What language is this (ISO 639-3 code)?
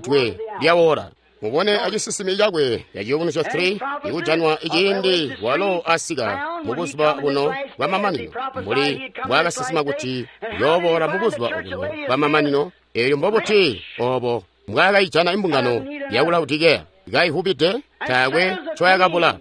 toi